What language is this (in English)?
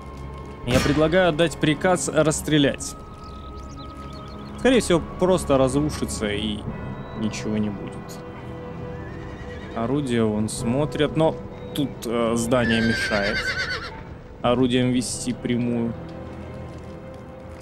Russian